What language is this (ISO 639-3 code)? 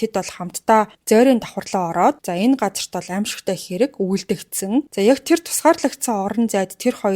mon